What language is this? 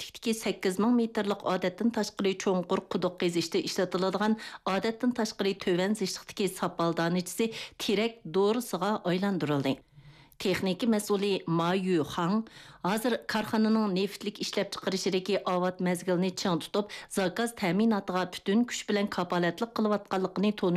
Uyghur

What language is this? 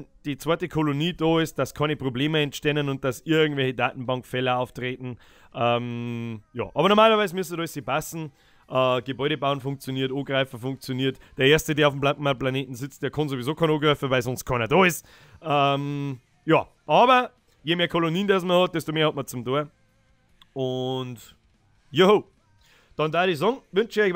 Bavarian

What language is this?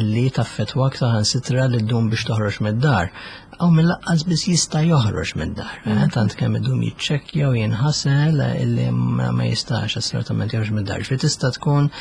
Maltese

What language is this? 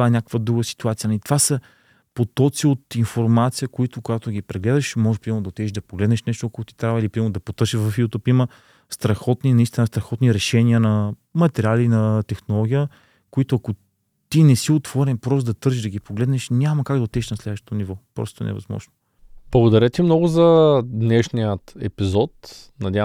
Bulgarian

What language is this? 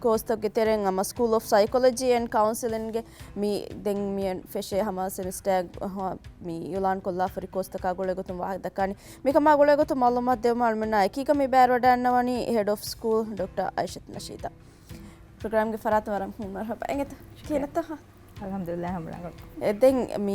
Divehi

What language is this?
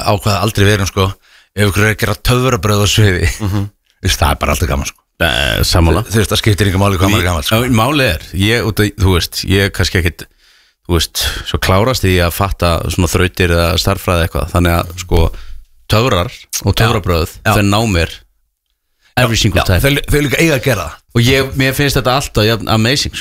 Icelandic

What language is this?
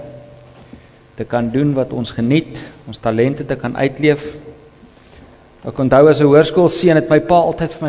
Afrikaans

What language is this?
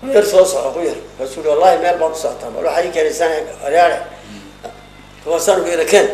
Somali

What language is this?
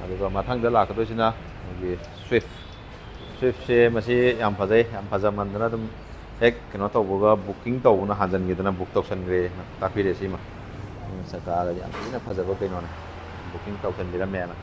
Manipuri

